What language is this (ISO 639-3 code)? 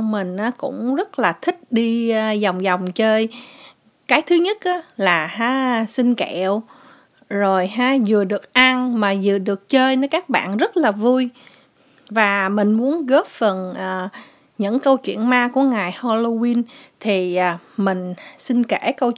vie